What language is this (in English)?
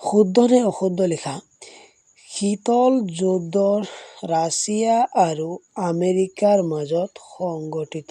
Assamese